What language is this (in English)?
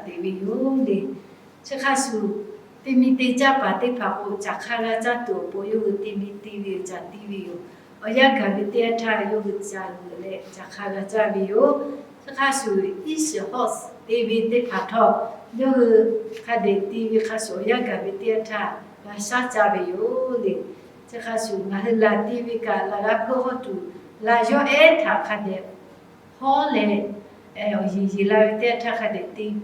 Lahu